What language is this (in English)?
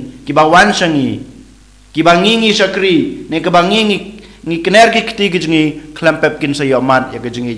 Khasi